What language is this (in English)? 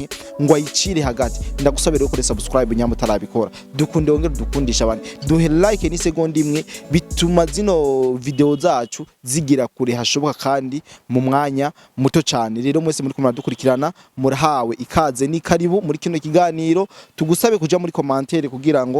Rundi